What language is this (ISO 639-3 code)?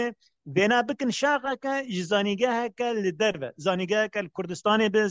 kur